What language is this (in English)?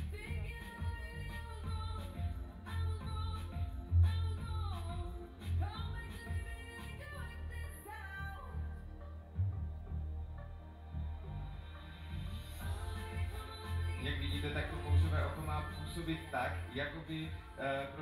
Czech